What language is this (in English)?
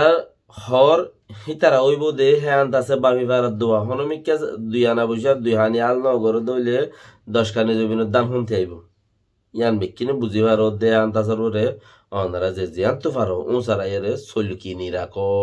Rohingya